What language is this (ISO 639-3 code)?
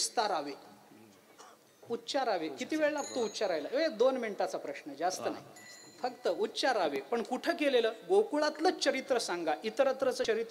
mar